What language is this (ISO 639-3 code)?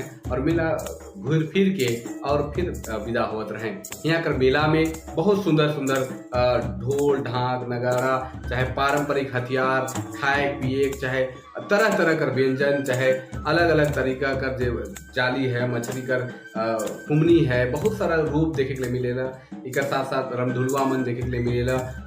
sck